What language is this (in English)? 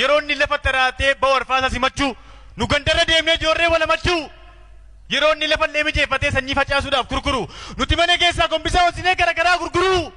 Oromo